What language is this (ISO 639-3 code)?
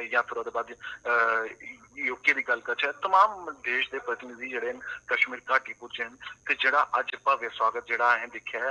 doi